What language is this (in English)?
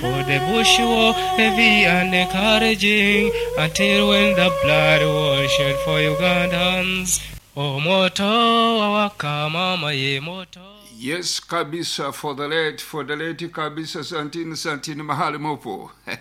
Nyoro